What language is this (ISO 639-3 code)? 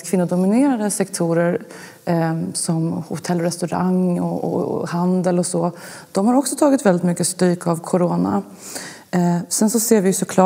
swe